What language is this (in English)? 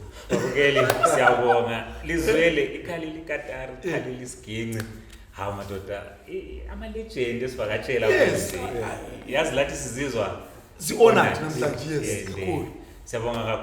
Zulu